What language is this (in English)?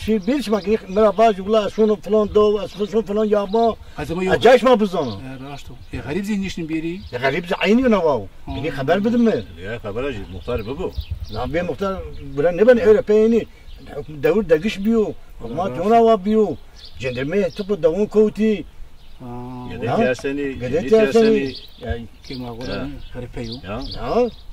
Zaza